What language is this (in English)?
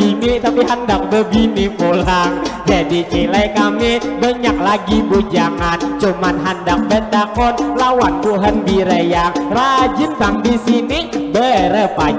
Banjar